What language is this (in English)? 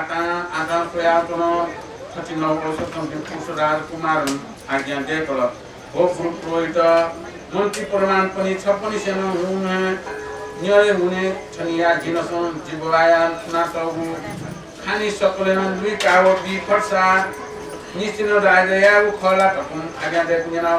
Newari